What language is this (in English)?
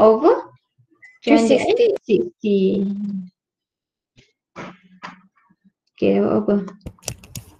Malay